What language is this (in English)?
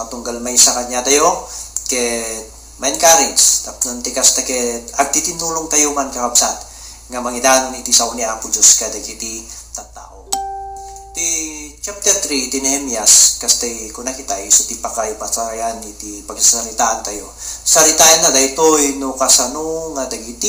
Iloko